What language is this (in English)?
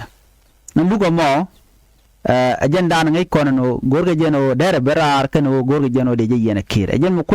Nuer